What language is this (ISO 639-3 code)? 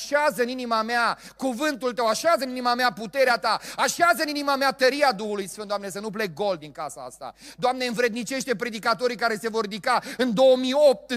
ron